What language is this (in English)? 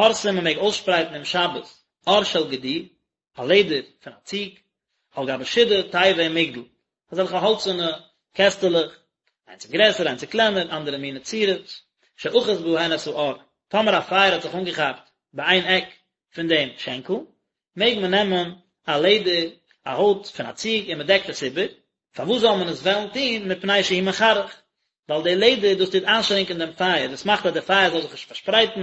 Yiddish